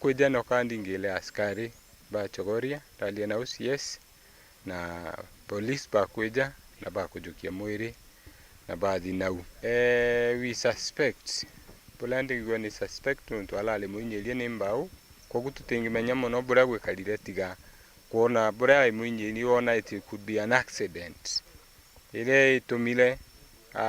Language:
Meru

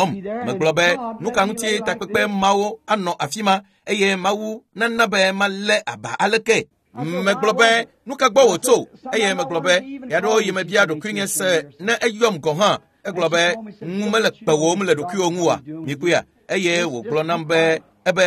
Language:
Ewe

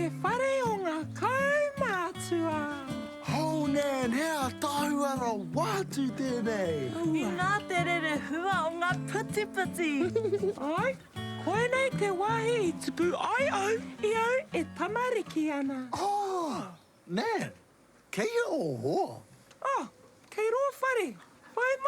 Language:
Māori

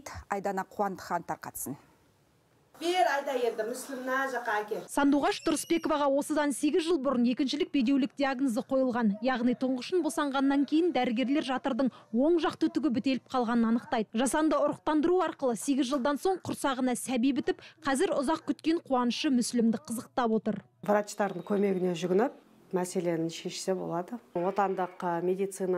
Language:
Kazakh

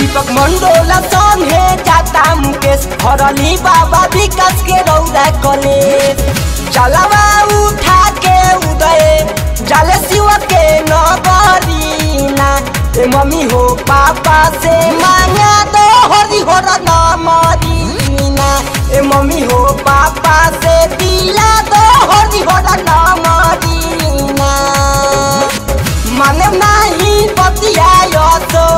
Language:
Bhojpuri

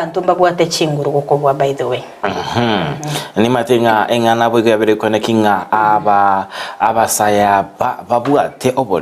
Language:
Gusii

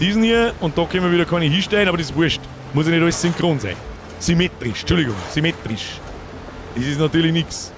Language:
Bavarian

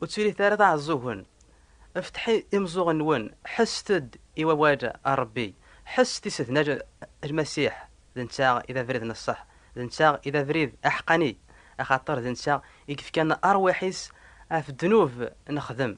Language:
Kabyle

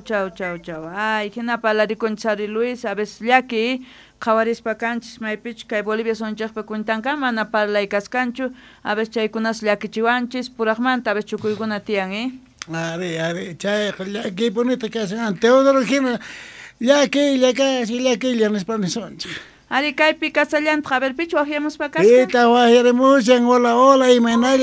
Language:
South Bolivian Quechua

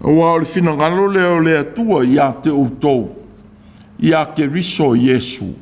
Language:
Samoan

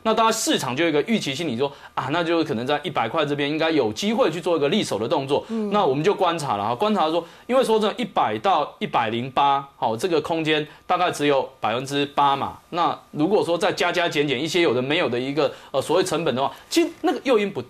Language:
Chinese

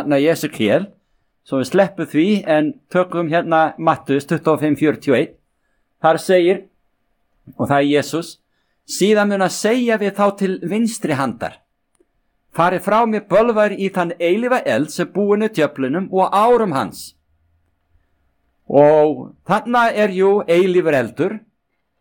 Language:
Icelandic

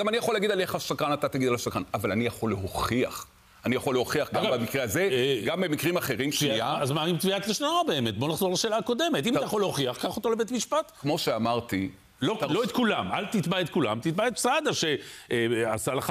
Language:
Hebrew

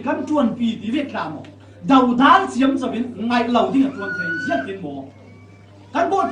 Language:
Falam Chin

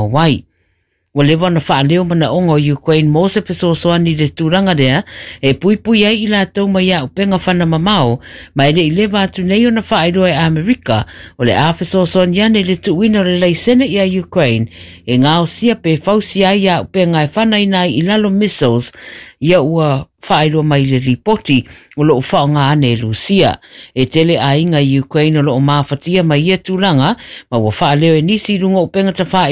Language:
Samoan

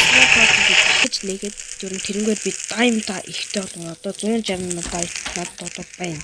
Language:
Mongolian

